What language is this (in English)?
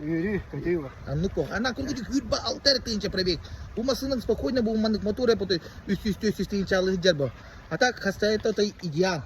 Yakut